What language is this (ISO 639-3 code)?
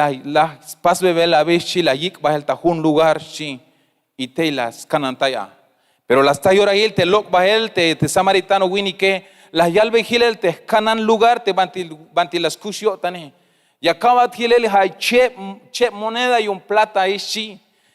tzh